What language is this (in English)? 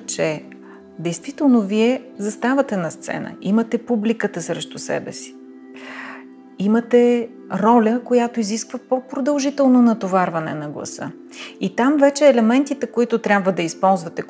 Bulgarian